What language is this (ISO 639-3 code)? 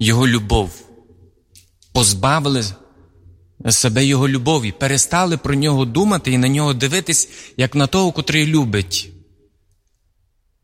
ukr